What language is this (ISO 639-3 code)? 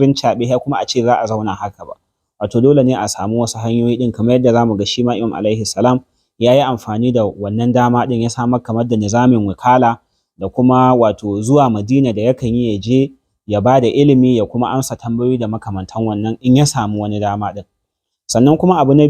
hau